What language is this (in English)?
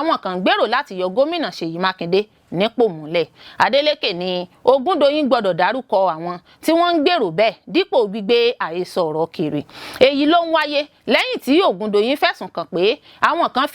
Yoruba